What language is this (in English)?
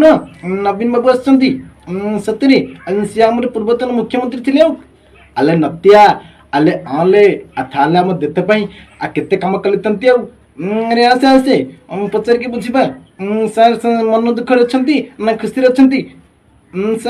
Odia